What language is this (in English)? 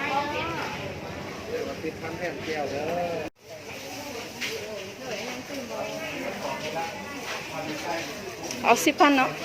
Lao